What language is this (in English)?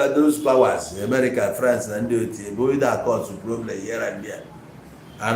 Igbo